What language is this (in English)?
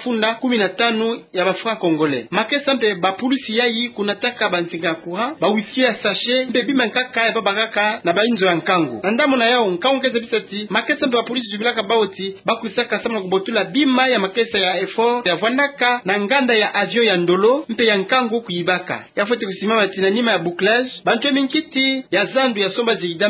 Kituba (Democratic Republic of Congo)